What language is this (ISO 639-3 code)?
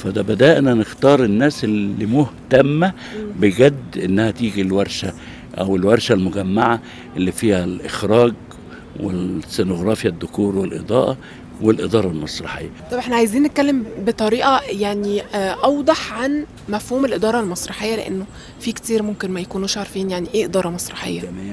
arz